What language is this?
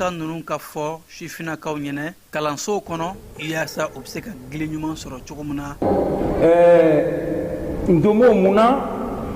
Bambara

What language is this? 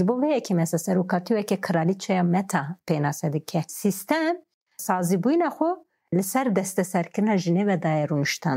Kurdish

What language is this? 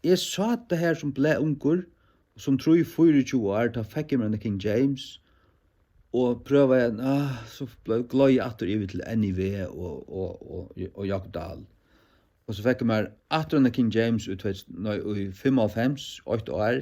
Faroese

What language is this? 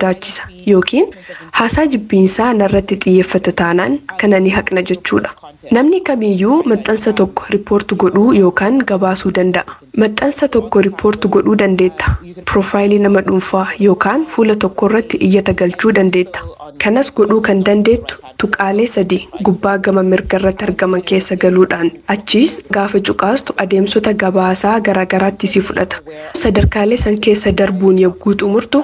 Oromo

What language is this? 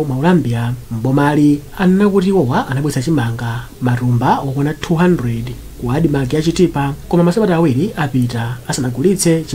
Nyanja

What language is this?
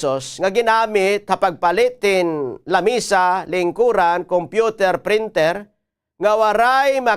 Waray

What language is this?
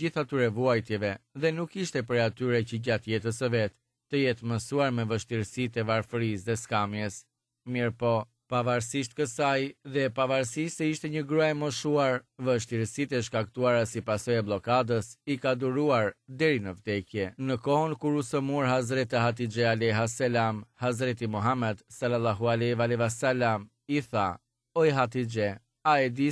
Albanian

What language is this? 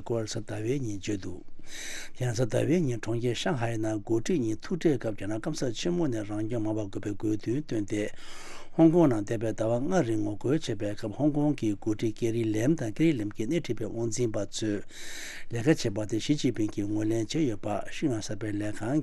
Tibetan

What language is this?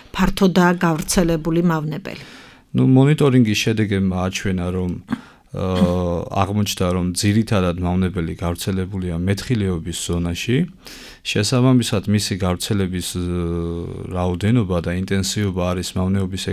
Georgian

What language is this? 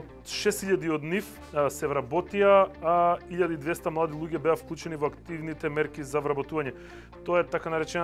Macedonian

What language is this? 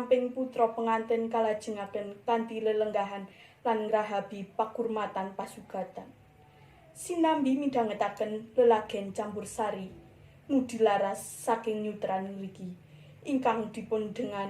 Javanese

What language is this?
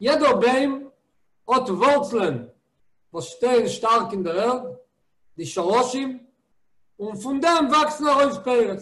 Yiddish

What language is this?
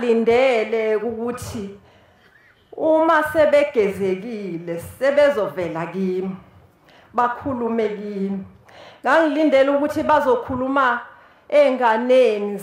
Zulu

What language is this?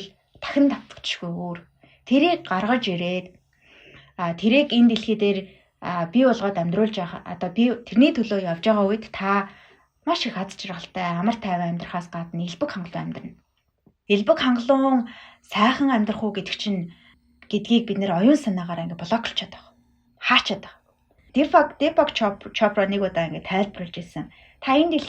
Mongolian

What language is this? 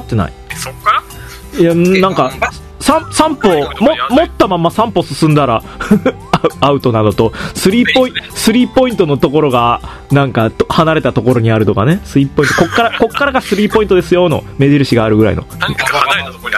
Japanese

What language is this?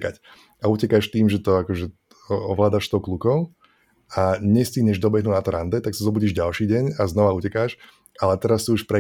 Slovak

